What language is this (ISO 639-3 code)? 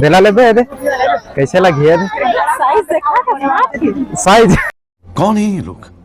hne